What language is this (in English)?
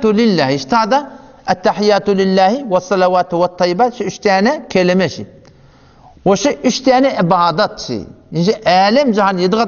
Turkmen